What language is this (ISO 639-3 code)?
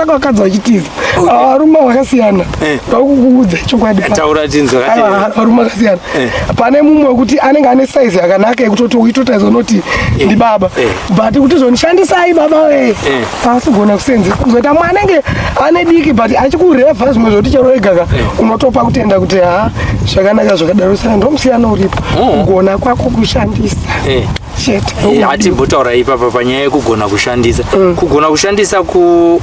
sna